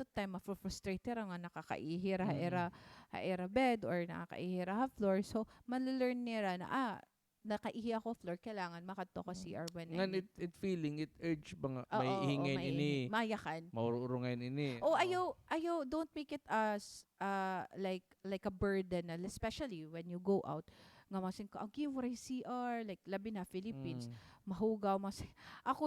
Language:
Waray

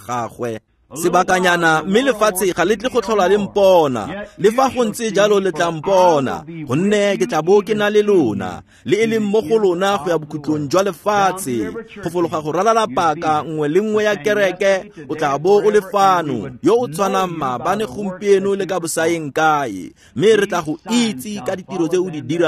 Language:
Tswana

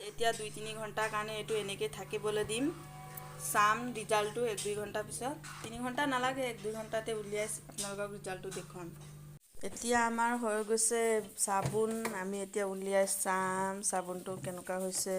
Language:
Assamese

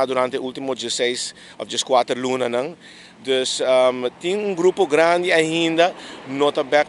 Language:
Papiamento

